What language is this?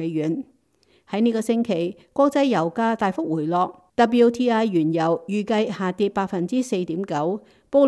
Cantonese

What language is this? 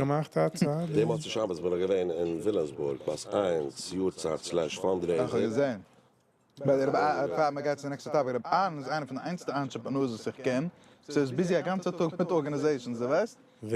Yiddish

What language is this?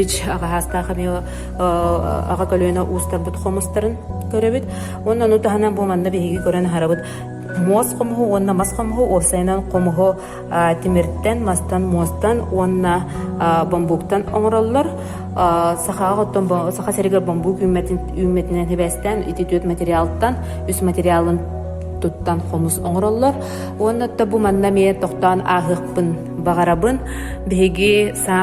Yakut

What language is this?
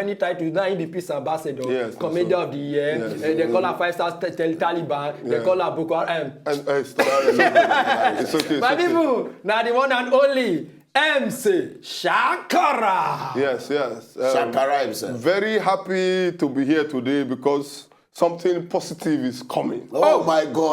Nigerian Pidgin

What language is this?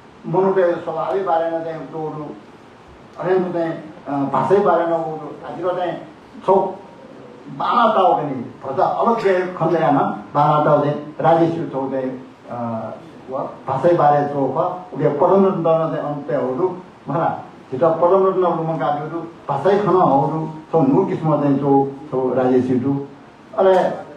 Newari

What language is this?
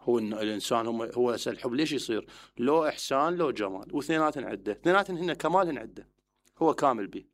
Mesopotamian Arabic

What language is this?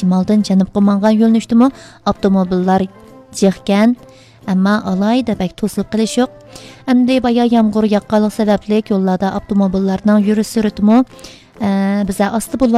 Uyghur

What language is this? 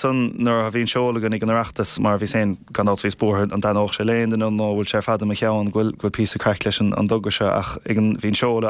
Irish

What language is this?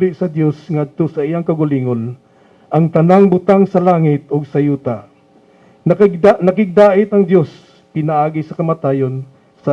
Cebuano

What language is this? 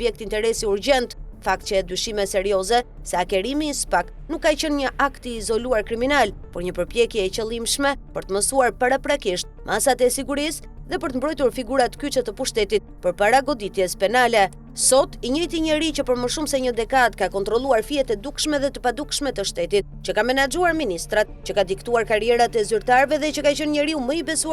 Albanian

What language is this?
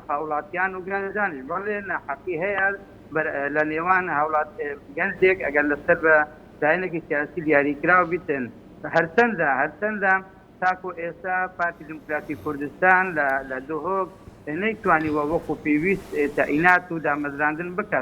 Central Kurdish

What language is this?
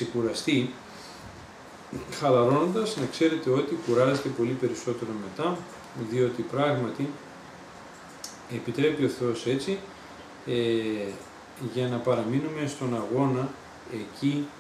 Greek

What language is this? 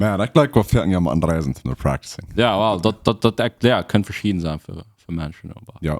Plautdietsch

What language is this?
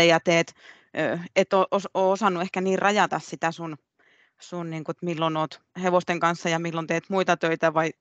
Finnish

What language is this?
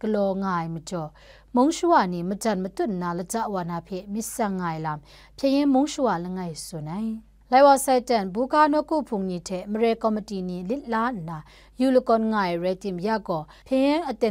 Kachin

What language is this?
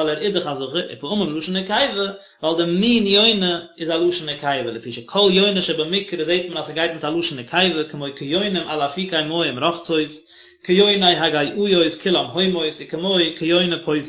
Yiddish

